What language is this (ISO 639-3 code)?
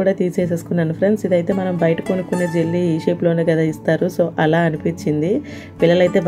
tel